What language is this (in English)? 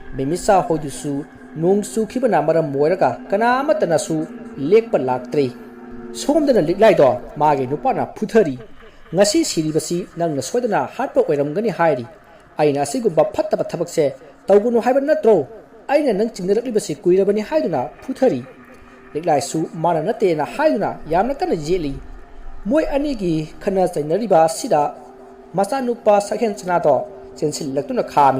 Manipuri